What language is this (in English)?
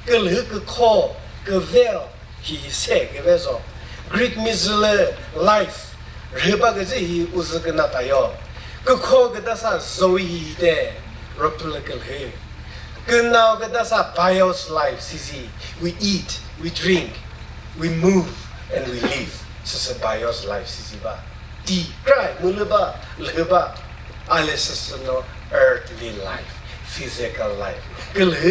Chokri Naga